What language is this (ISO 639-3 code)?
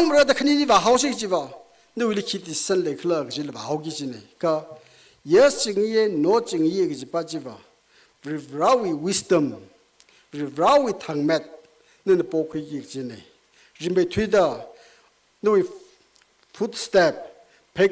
nmf